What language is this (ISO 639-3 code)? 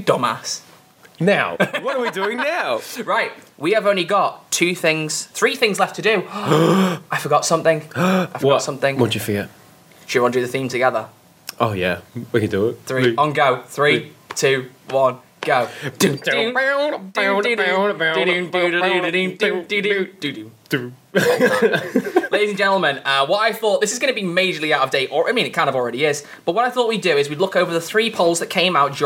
eng